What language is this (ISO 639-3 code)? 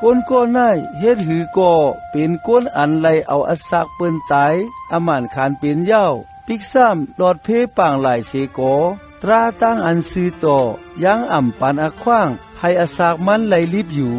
shn